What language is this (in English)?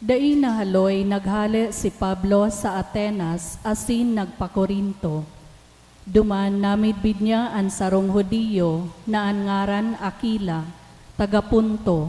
Bikol